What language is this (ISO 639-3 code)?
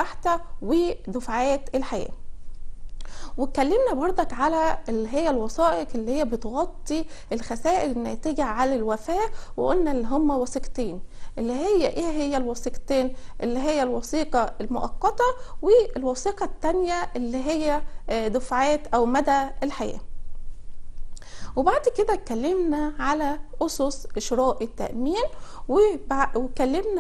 arz